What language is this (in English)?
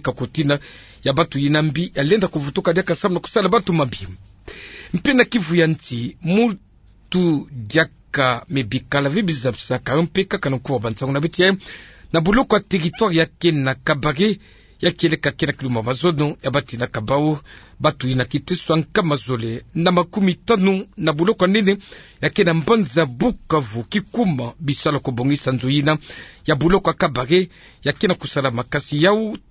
Kituba (Democratic Republic of Congo)